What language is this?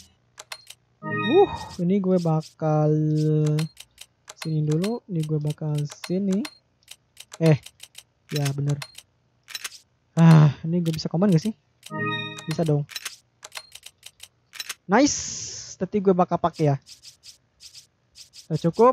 Indonesian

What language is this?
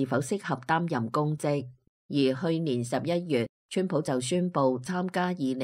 Cantonese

